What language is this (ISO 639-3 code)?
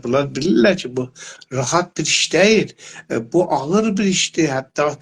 azb